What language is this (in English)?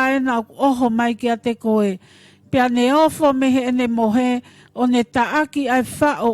Tongan